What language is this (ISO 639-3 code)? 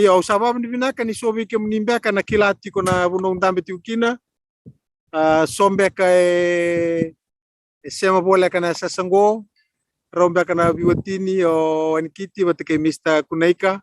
fij